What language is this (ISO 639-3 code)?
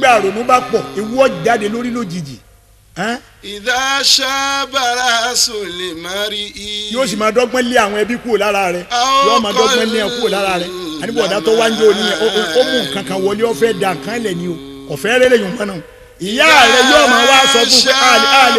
yor